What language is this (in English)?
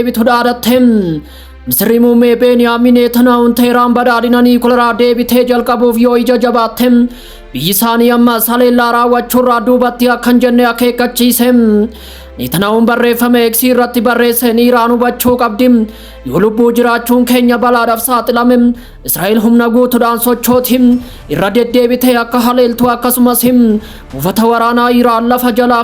Oromo